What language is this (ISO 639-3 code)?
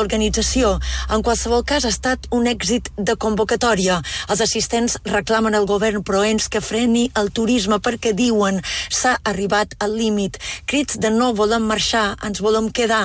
cat